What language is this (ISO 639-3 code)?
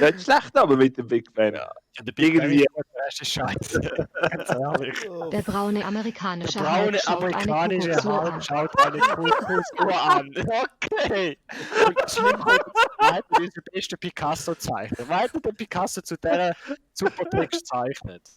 gsw